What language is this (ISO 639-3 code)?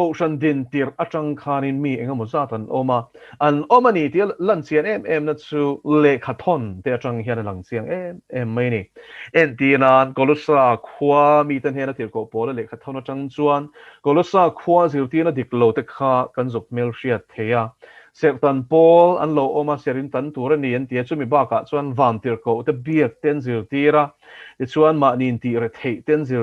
lus